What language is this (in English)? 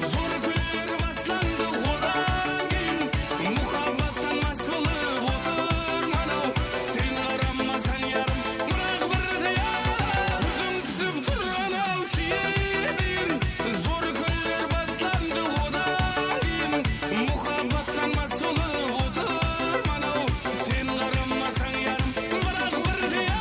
Kara-Kalpak